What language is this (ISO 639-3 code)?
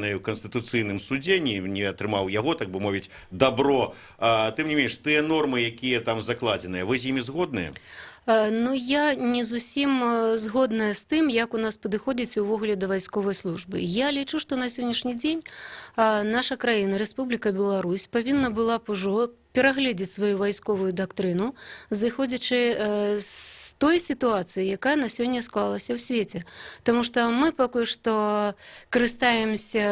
bel